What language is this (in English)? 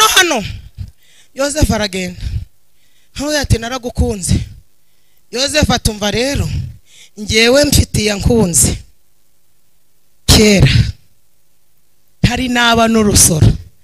Kinyarwanda